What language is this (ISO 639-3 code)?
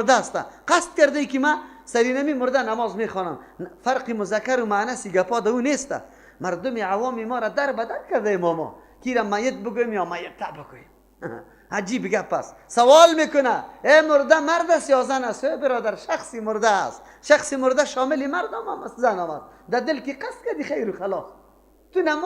fas